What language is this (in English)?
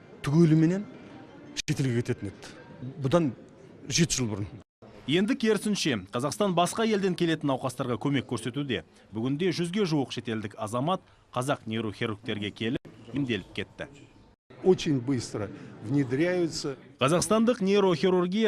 Kazakh